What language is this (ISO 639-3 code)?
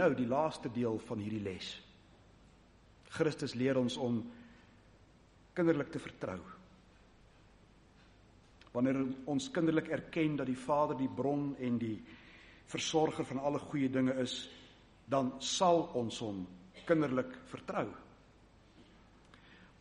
afr